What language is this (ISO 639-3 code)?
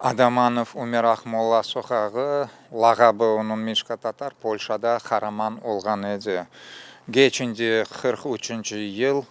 crh